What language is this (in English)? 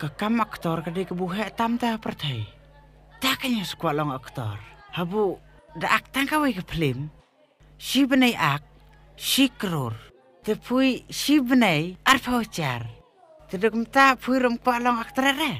Khasi